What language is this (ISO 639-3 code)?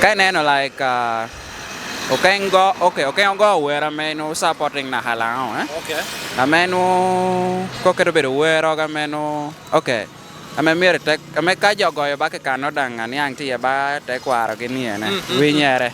laj